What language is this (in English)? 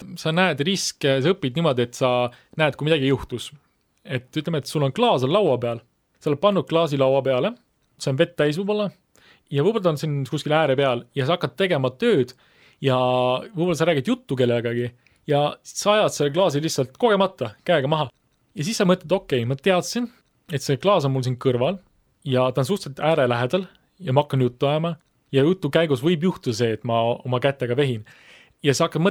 Estonian